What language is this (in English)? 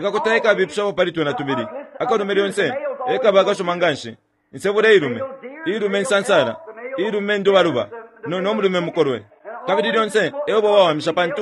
Bemba